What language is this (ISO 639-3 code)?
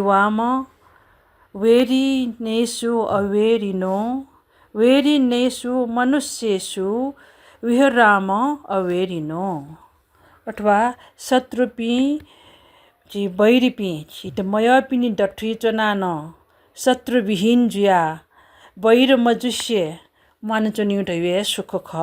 new